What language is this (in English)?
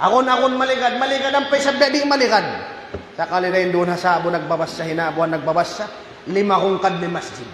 Tausug